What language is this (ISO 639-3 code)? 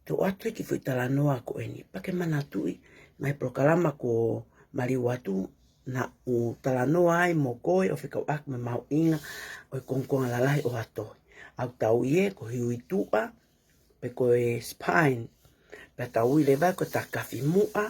ton